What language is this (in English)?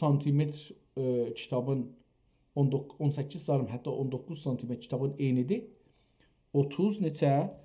South Azerbaijani